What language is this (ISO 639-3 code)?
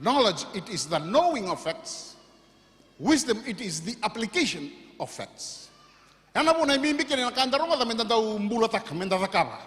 fij